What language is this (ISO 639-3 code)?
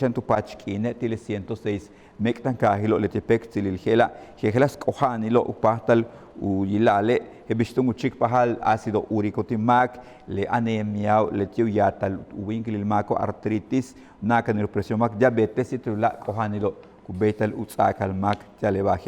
yua